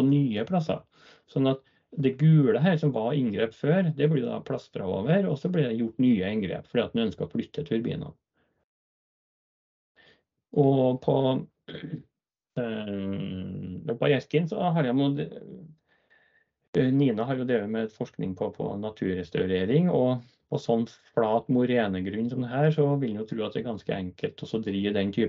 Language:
Norwegian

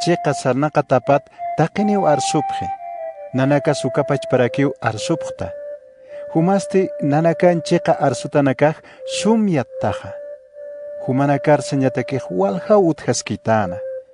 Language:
Aymara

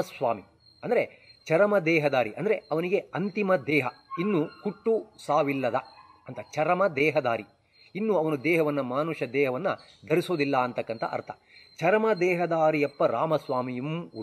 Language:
Kannada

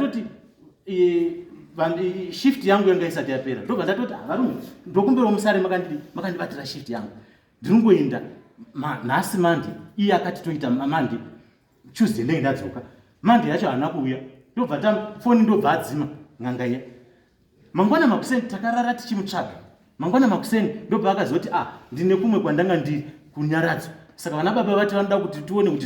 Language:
Shona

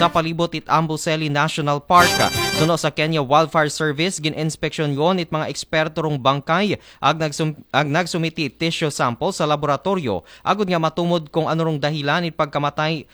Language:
Aklanon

